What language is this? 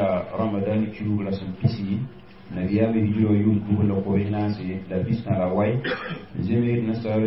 Mossi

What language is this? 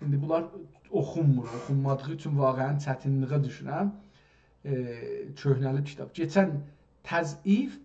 South Azerbaijani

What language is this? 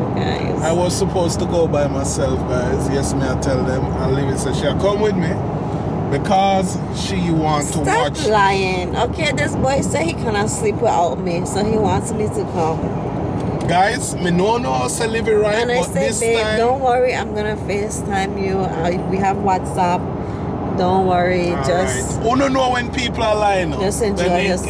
Jamaican Creole English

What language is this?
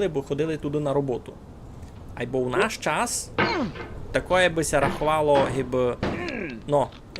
Rusyn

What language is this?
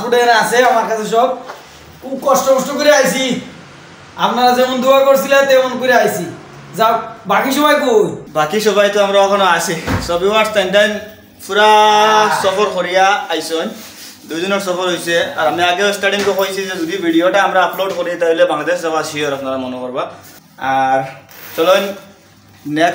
Sylheti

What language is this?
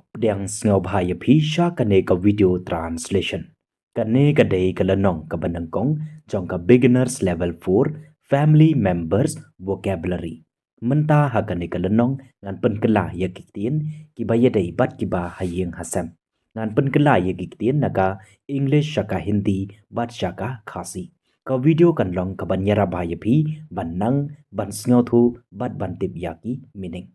Khasi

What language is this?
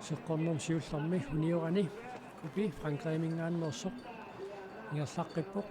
Kalaallisut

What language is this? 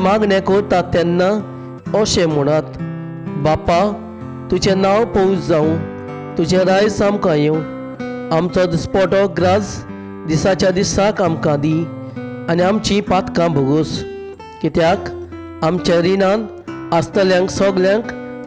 Konkani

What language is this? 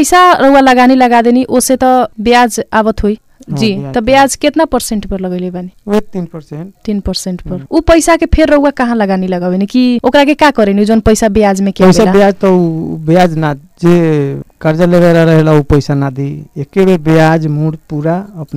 Bhojpuri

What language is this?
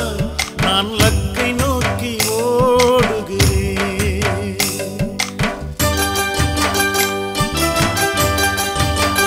Tamil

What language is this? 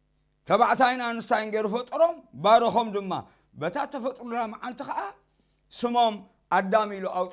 Tigrinya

